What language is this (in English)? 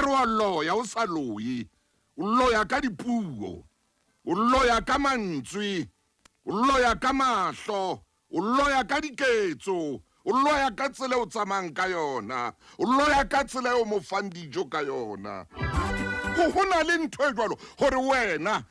Southern Sotho